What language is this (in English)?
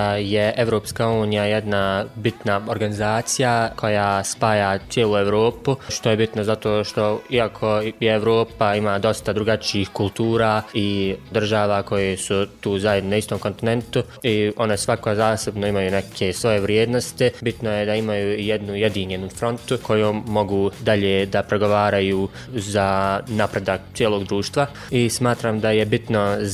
Bosnian